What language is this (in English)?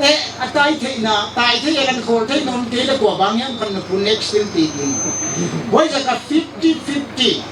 Paite Chin